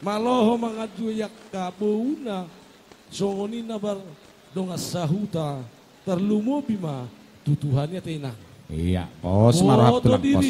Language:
Batak Toba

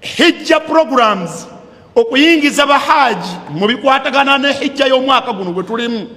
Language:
Ganda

